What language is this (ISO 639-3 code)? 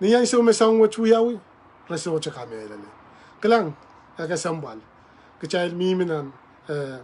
pon